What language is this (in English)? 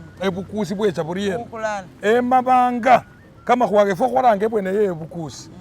Masaaba